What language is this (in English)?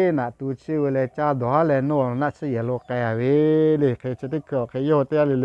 Lahu